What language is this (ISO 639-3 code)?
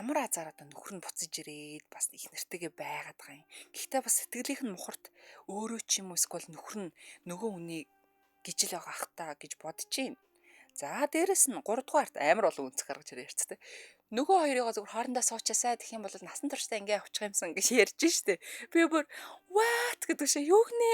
mon